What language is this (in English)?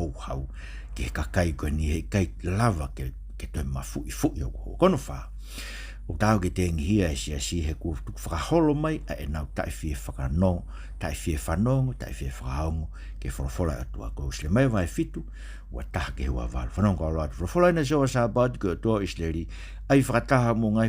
Tongan